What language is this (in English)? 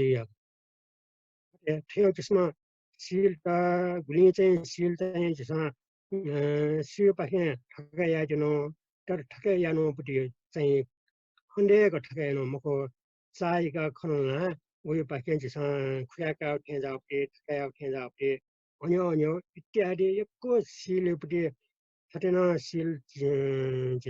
Newari